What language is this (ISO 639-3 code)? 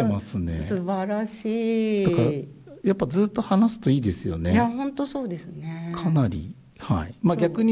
jpn